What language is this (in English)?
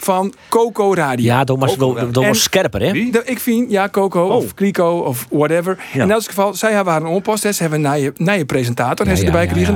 Western Frisian